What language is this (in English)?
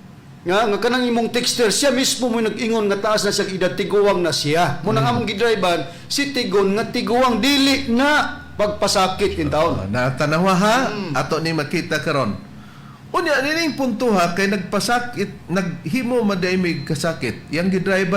Cebuano